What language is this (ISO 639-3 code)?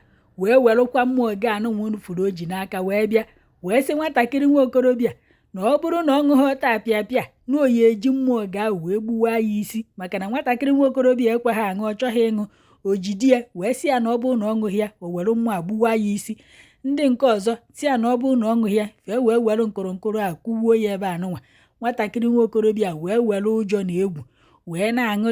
ibo